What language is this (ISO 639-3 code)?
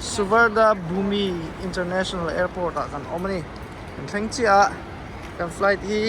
lus